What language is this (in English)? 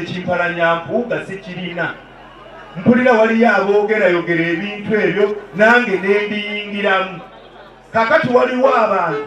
Ganda